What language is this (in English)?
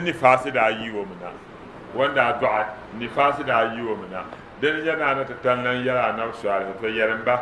Dagbani